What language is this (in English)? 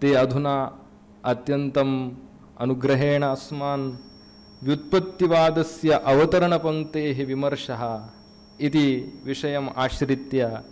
Sanskrit